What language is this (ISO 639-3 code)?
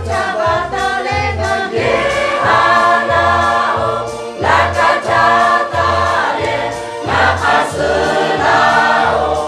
lhu